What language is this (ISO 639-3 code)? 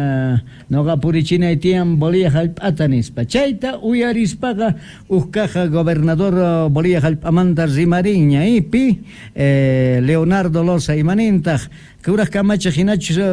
quh